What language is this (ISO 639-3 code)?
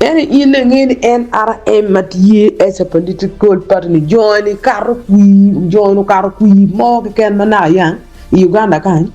ach